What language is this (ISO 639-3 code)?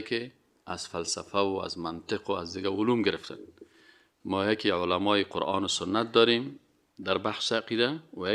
fas